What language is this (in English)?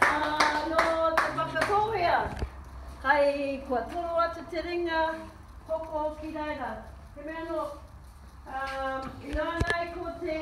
Māori